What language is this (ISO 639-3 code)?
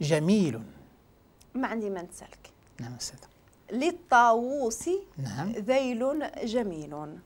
ary